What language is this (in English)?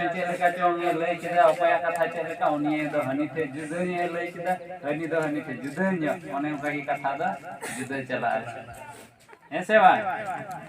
Santali